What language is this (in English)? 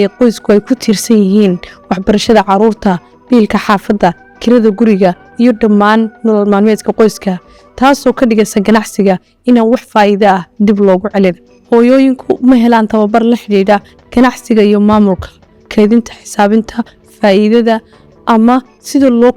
Somali